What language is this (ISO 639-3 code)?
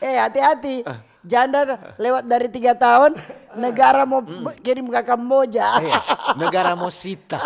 xmm